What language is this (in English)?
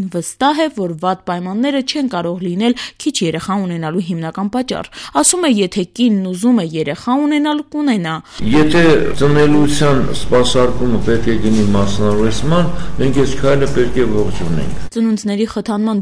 Armenian